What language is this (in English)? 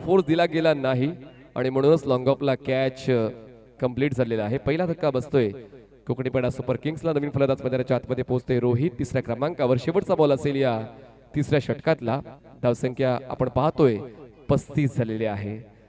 Marathi